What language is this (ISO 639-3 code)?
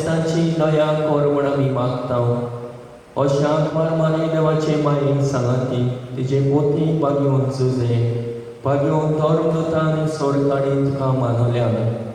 kok